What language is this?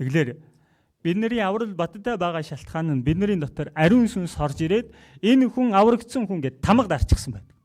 Mongolian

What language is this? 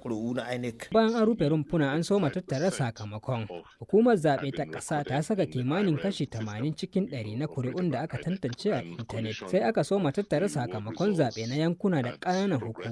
Hausa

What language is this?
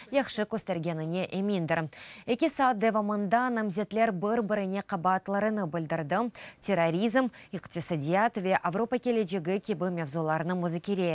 Crimean Tatar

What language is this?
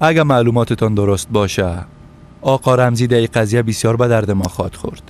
Persian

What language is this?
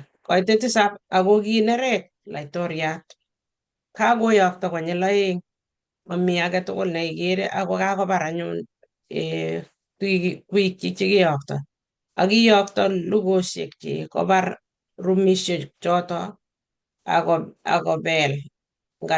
Kalenjin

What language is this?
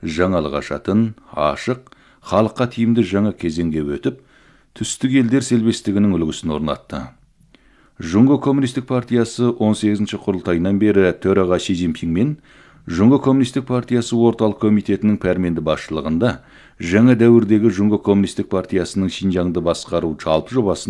Kazakh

